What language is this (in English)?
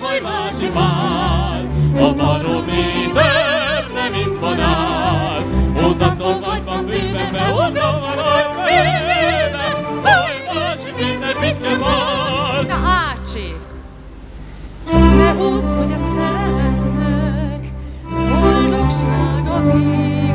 Hungarian